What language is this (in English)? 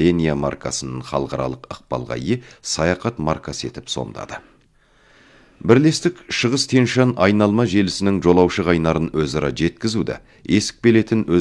Kazakh